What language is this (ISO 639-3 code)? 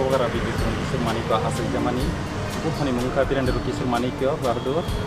trp